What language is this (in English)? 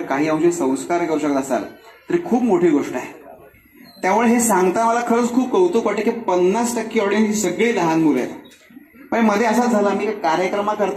Marathi